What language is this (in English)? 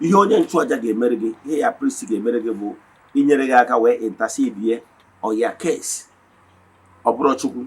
Igbo